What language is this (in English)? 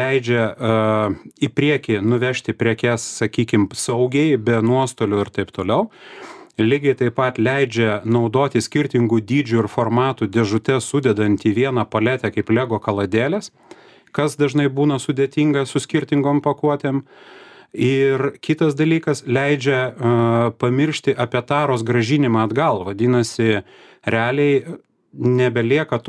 Lithuanian